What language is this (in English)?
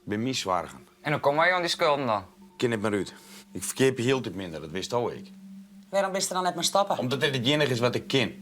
Western Frisian